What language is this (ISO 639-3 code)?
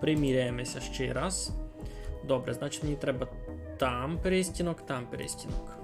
rue